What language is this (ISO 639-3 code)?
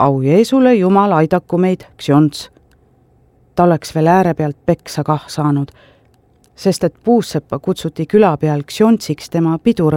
est